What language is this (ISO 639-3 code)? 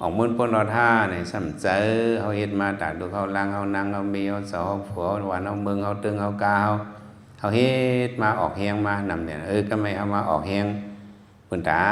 lao